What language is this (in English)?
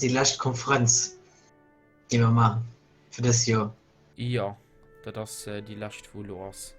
Luxembourgish